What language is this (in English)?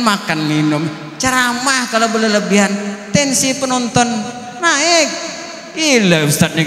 Banjar